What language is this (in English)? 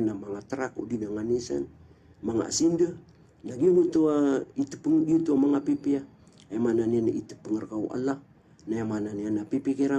Maranao